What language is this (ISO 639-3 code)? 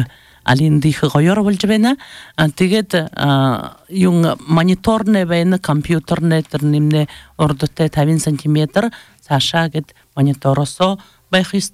bua